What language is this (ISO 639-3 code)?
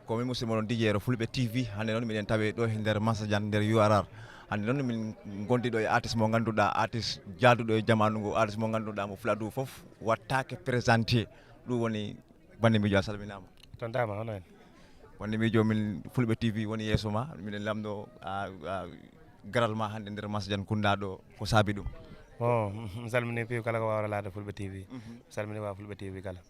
ful